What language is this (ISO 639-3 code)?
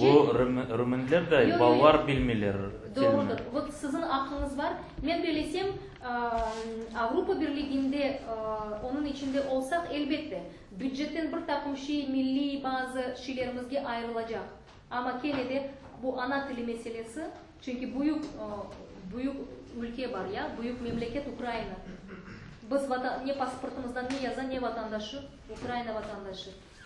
crh